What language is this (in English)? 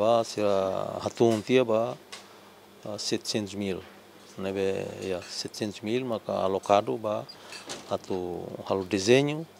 Tetum